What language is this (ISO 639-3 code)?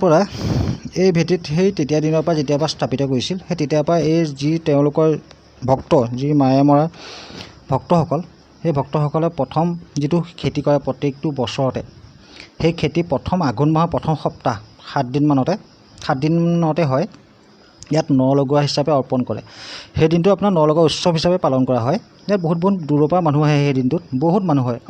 asm